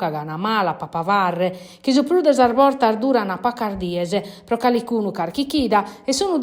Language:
Sardinian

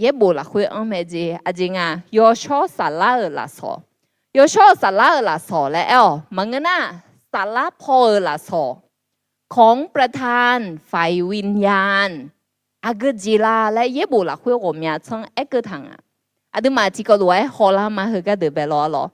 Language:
Akha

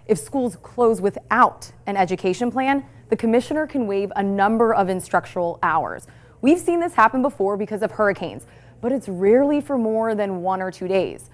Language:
English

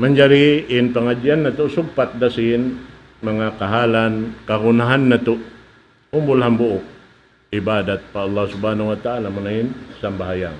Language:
Tausug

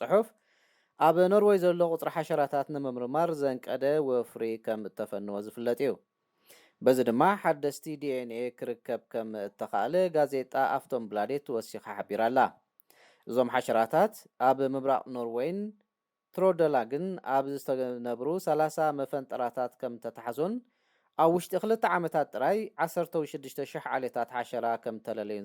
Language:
Tigrinya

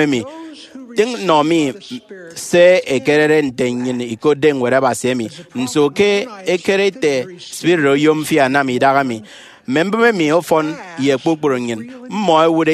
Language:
Efik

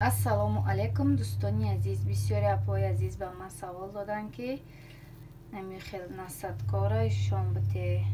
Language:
Tajik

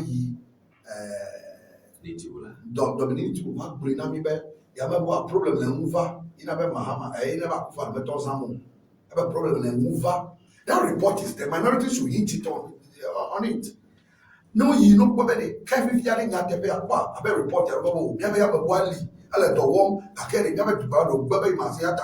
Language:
Ewe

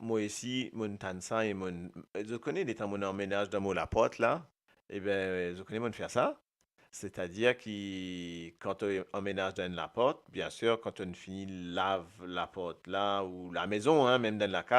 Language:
Morisyen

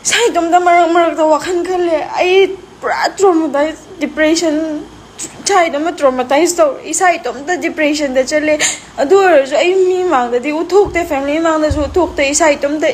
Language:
Manipuri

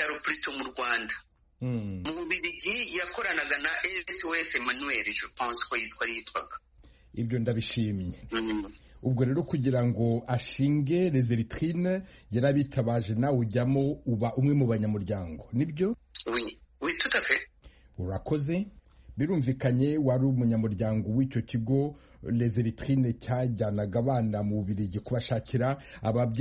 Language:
Kinyarwanda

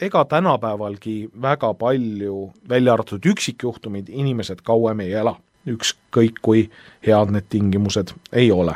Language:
Estonian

